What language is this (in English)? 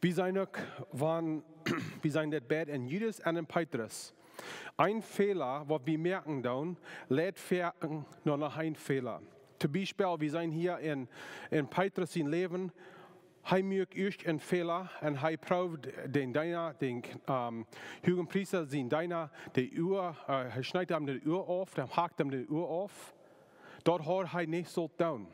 Plautdietsch